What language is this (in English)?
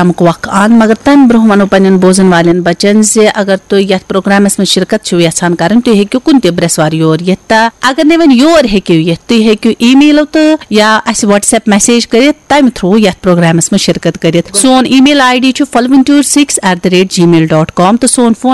Kashmiri